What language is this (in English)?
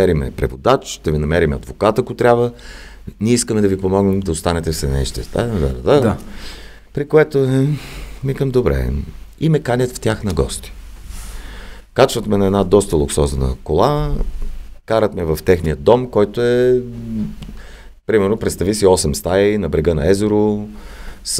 Bulgarian